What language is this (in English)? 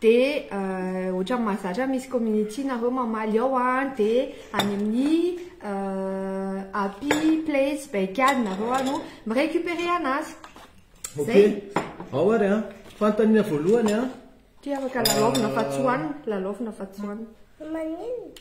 Malagasy